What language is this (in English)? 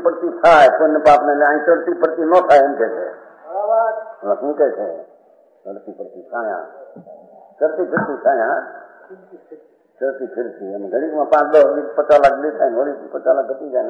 Gujarati